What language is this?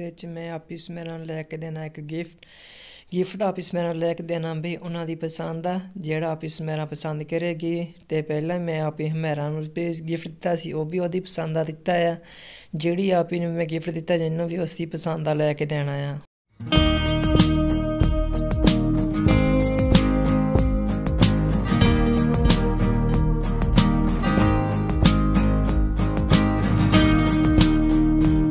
Punjabi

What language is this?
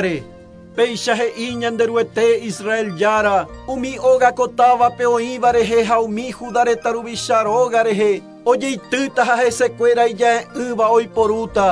Guarani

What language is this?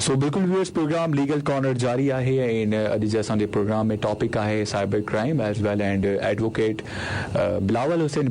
Sindhi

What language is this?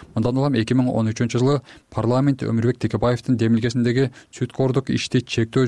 Kyrgyz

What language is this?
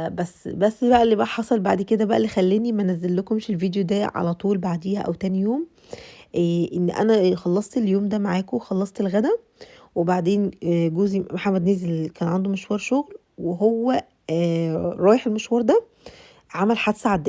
Egyptian Arabic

